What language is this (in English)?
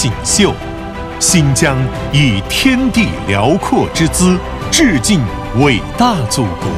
Chinese